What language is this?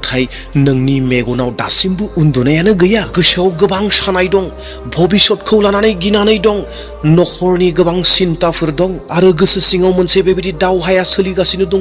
Bodo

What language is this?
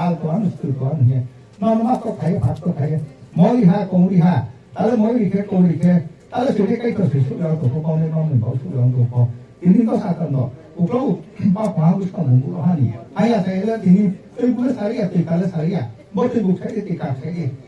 Riang (India)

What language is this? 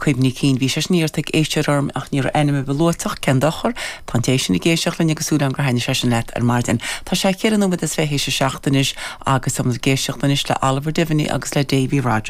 Irish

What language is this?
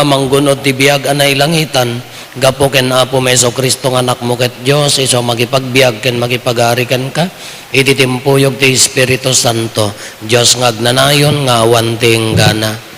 Iloko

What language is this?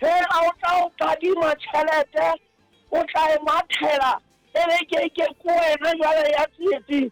Southern Sotho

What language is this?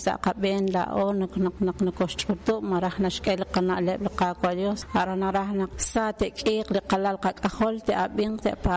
Kekchí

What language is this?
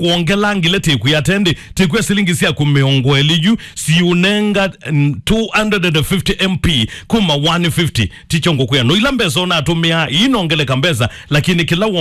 Kamba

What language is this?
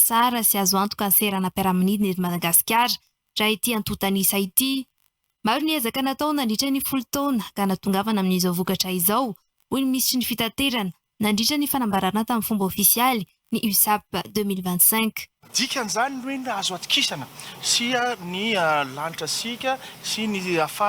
Malagasy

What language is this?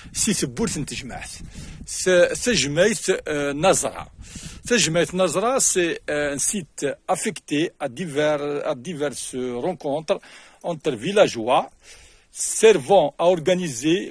Kabyle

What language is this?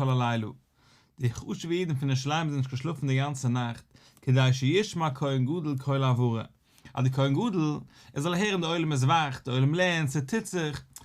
Yiddish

